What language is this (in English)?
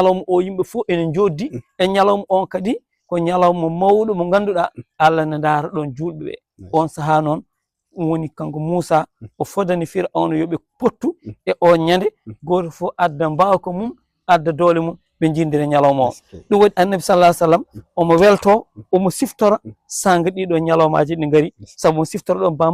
Fula